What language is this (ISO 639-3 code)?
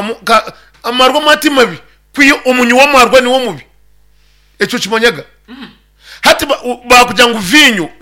nyn